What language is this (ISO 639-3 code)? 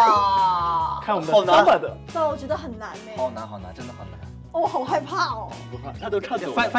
zho